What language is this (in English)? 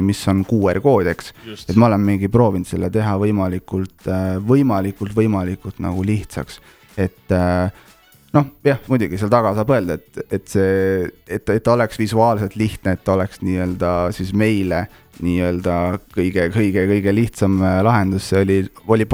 Estonian